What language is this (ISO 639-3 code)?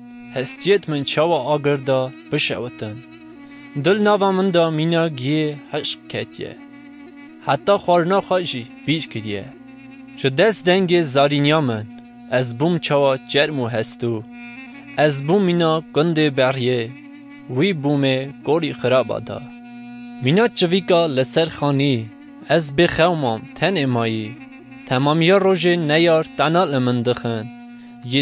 kur